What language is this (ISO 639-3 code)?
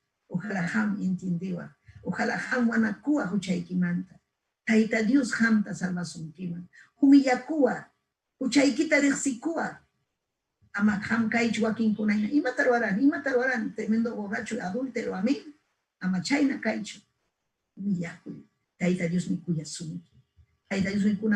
quy